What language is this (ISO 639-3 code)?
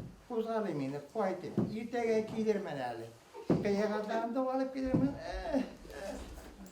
bak